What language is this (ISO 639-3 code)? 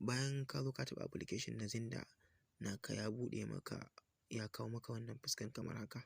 hau